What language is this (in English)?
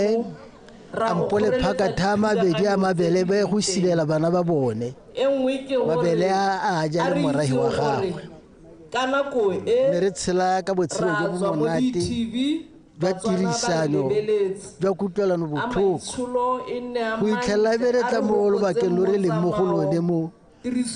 Tswana